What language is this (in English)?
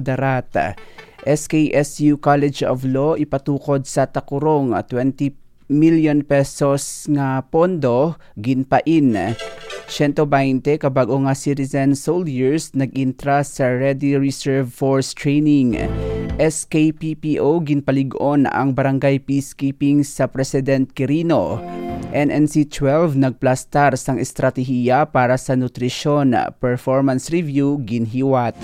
Hiligaynon